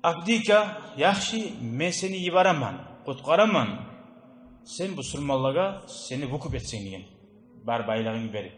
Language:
Kumyk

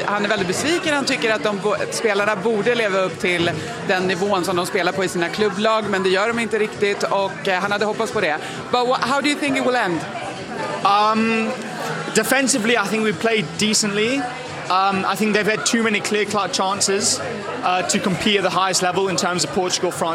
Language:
Swedish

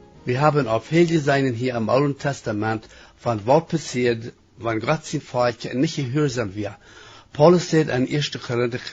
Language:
Plautdietsch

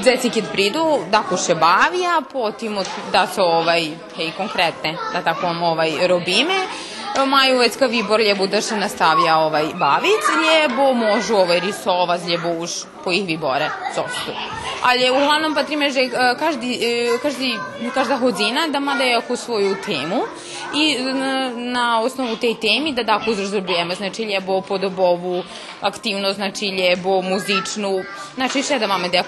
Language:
Rusyn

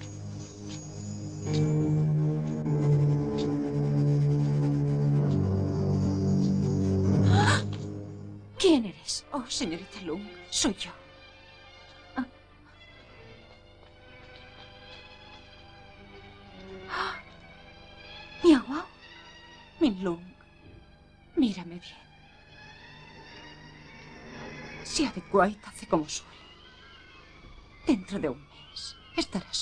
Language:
Spanish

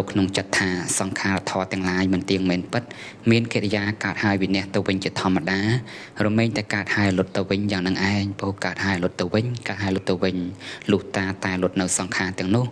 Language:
Khmer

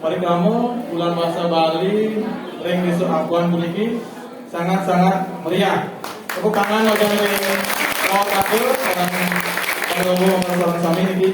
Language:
Balinese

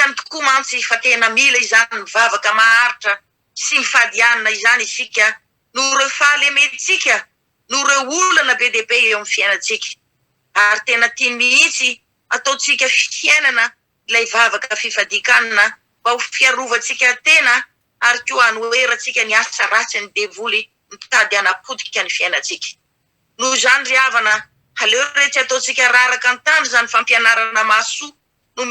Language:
Malagasy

